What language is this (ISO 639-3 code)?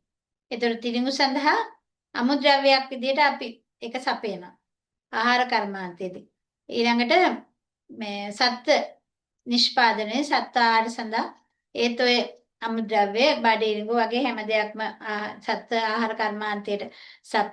sin